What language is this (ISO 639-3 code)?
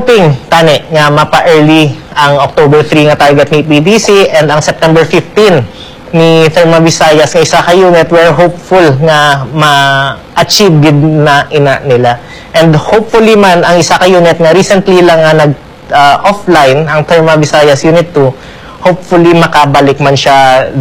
hil